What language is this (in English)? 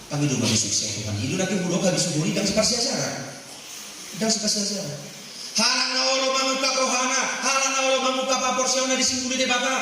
Batak Toba